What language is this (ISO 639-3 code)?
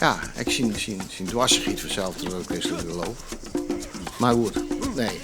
fry